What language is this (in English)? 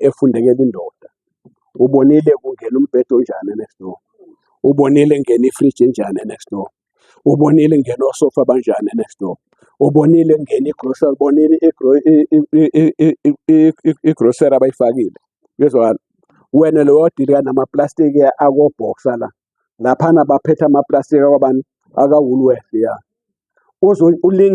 Zulu